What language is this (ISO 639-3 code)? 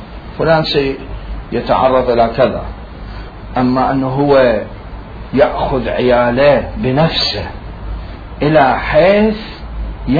acm